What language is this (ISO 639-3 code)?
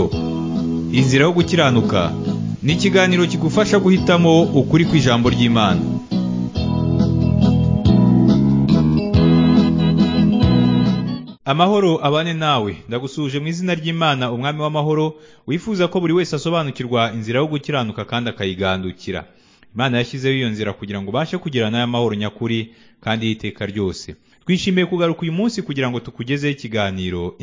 kin